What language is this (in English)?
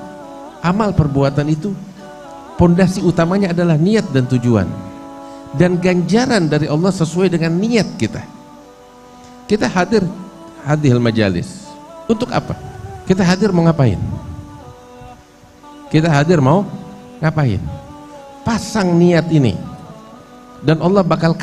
Indonesian